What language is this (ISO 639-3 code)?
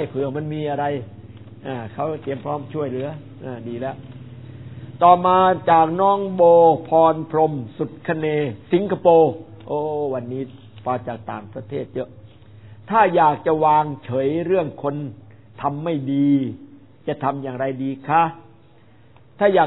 tha